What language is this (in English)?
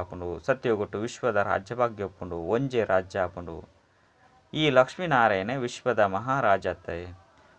Tulu